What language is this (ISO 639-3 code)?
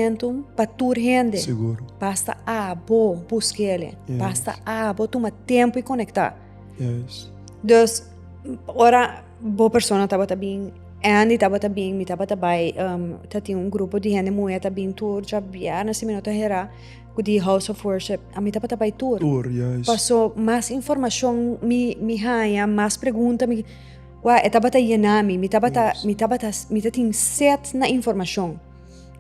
pap